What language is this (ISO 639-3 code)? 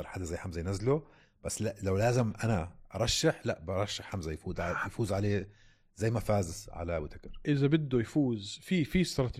apc